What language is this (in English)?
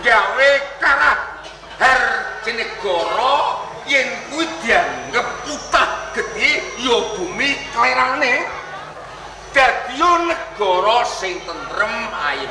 Javanese